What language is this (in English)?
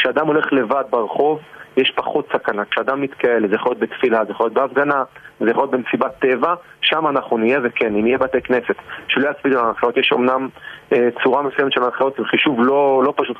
Hebrew